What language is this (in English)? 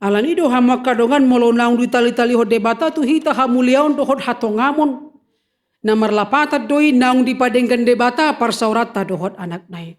Batak Toba